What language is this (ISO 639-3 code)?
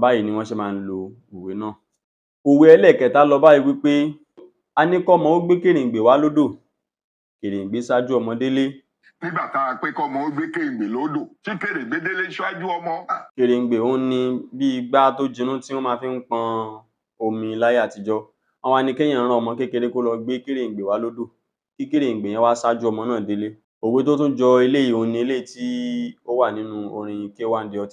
yor